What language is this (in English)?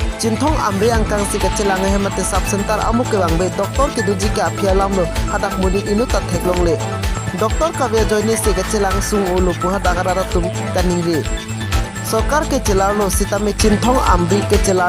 Karbi